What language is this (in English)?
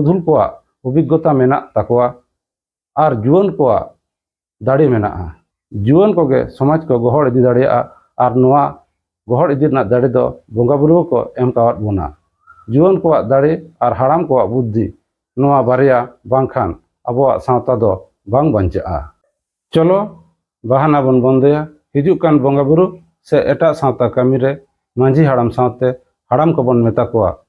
Santali